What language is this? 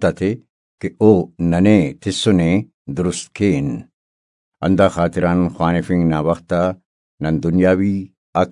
Brahui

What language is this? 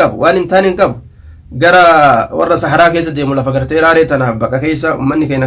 Oromo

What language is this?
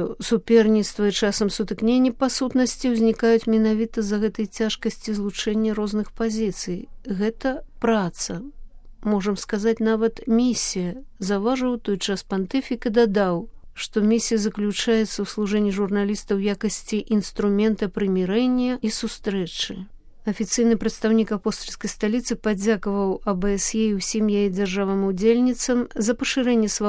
Belarusian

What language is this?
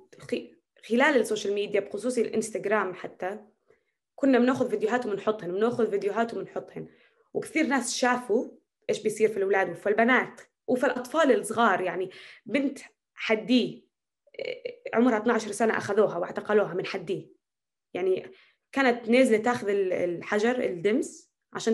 North Levantine Arabic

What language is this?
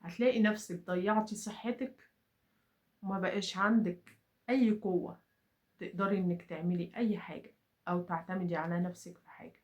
Egyptian Arabic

